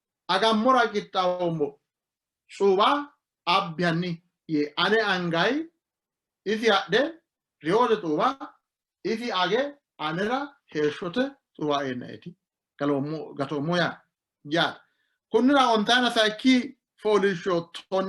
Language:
Sidamo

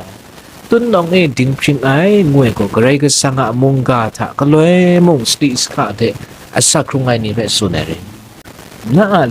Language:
Kachin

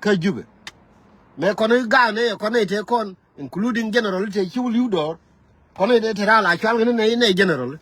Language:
Nuer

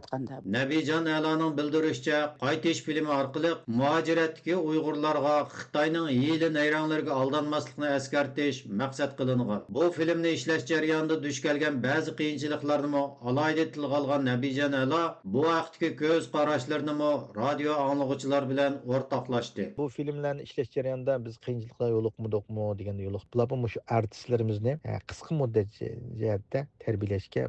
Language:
Uyghur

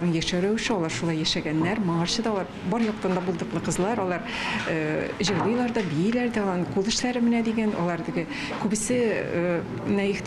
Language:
Tatar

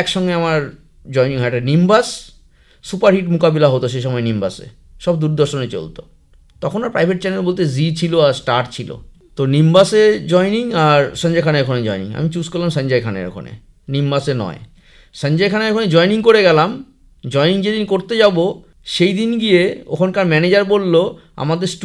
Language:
Bangla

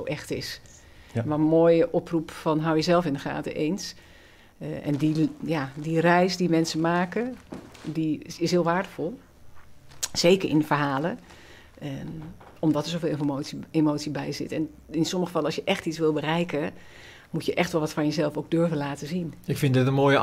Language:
Dutch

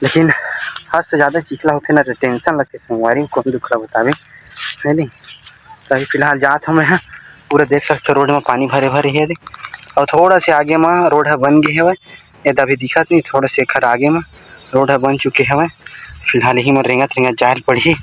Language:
Chhattisgarhi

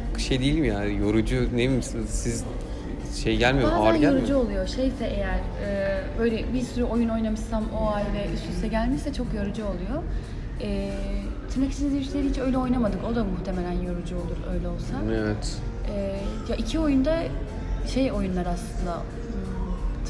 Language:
Turkish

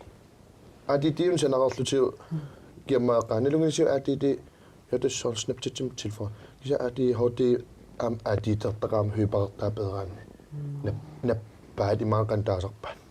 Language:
Kalaallisut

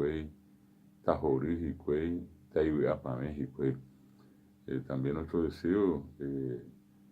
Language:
Guarani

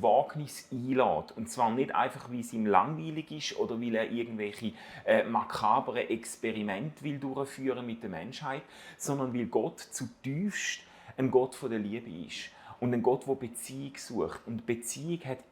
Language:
Swiss German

